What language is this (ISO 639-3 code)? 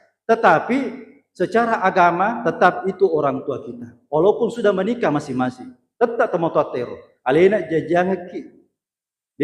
bug